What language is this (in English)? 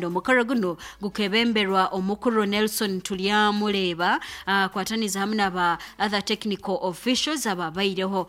Nyoro